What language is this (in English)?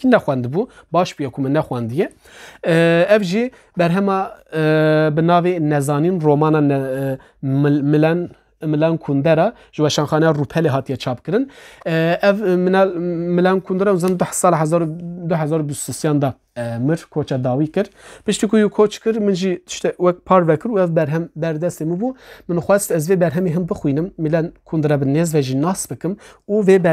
Kurdish